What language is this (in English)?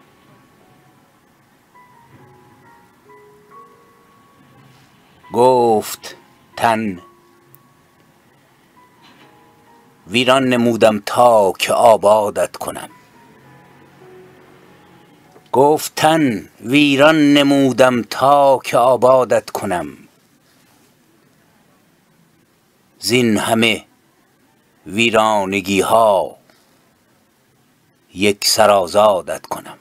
Persian